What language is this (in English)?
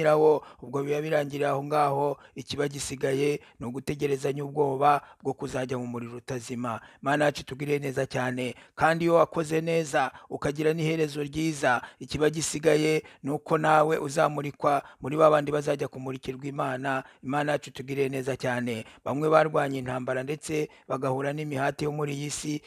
Kinyarwanda